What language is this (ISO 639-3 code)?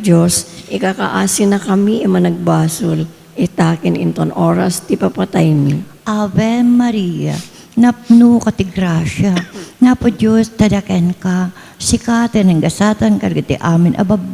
ilo